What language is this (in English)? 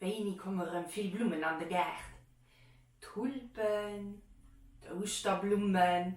Luxembourgish